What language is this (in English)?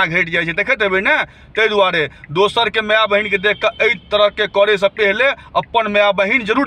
Maithili